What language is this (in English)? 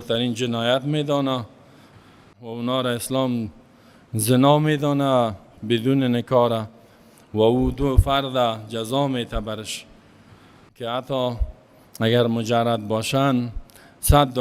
Persian